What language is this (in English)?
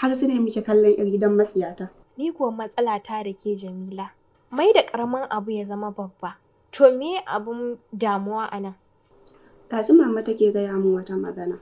Hausa